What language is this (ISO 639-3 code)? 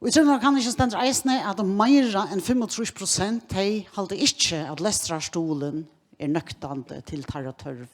fao